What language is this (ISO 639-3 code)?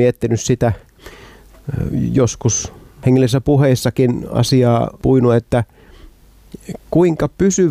fin